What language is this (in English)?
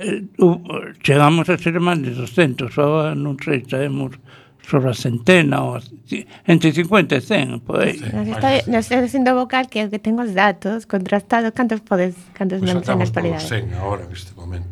Galician